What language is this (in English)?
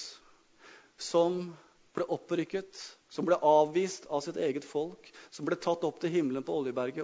Norwegian